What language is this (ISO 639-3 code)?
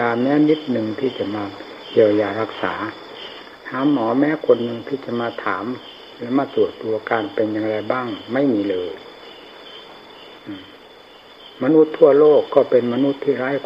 tha